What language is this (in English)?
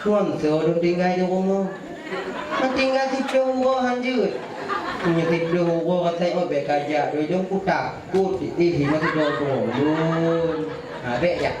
Achinese